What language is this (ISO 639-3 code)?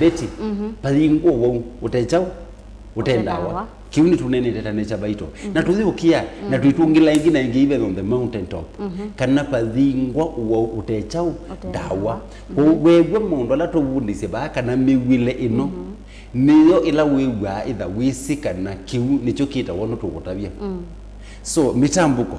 kam